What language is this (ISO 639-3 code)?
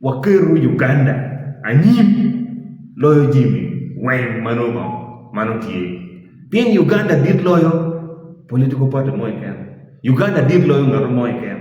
ach